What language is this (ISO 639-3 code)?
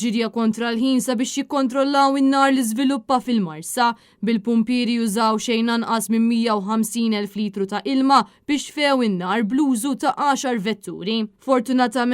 mlt